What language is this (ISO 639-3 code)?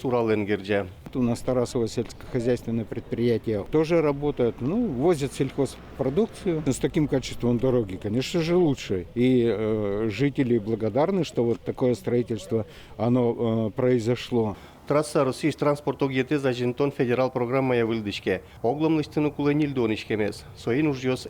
udm